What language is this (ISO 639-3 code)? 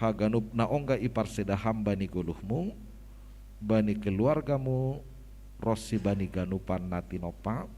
bts